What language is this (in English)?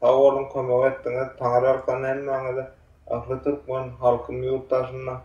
Turkmen